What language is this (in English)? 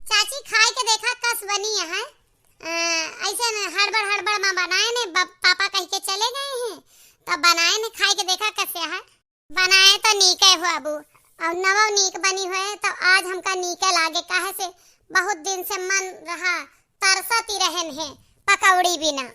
Awadhi